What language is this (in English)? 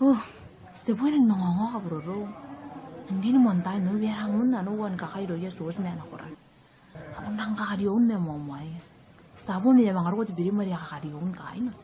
Gilbertese